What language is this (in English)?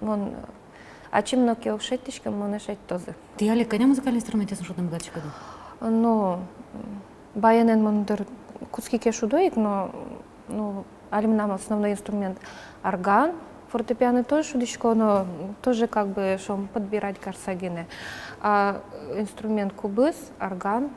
Udmurt